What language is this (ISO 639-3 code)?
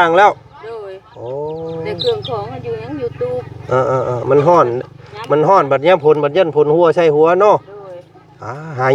lao